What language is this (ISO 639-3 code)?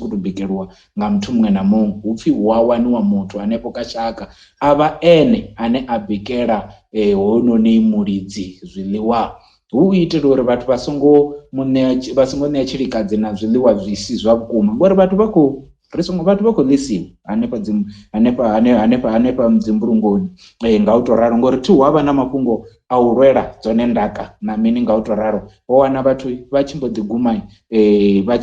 ven